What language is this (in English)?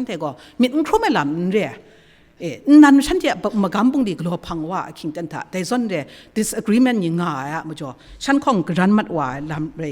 Kachin